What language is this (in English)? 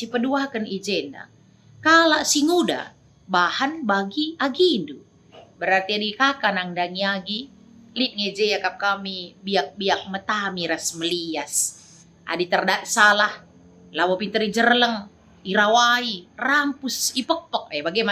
Batak Karo